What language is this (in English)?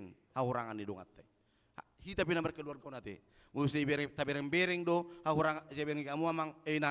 Batak Toba